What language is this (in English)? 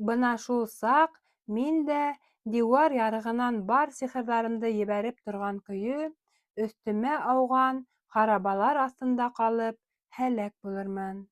Bashkir